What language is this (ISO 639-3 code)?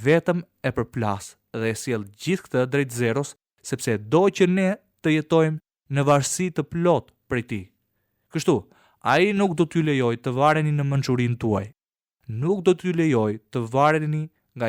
sqi